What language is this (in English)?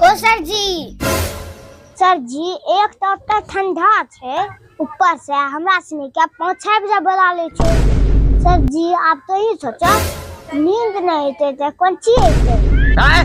Angika